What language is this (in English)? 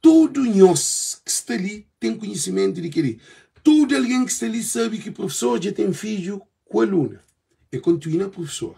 Kabuverdianu